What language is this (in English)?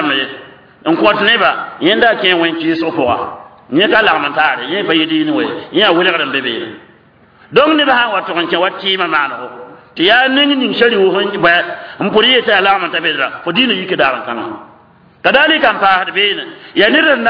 Mossi